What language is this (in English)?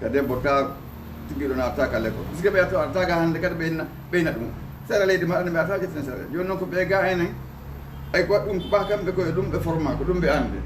Fula